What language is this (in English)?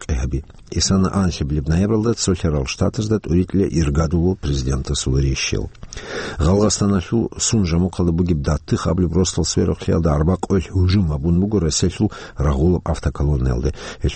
Avaric